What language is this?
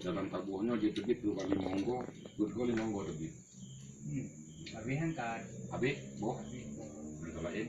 Achinese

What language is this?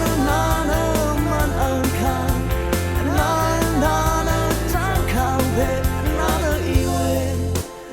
Rawang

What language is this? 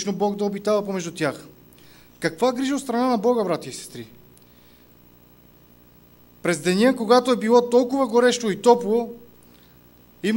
Bulgarian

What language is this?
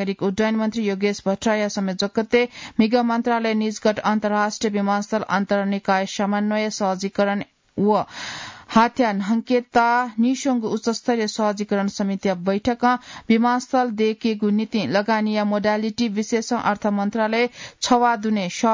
Newari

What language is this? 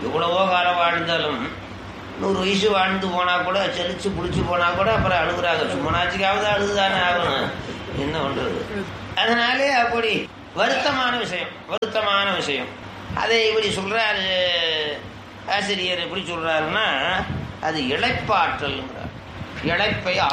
Tamil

